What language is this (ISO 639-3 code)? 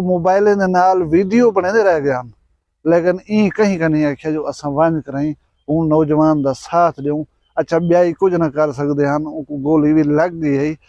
skr